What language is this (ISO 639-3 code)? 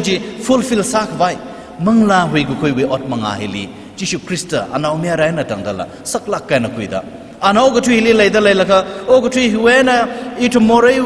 nmf